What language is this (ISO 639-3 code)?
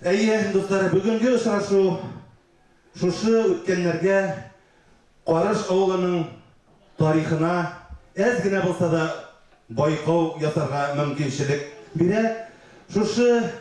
tat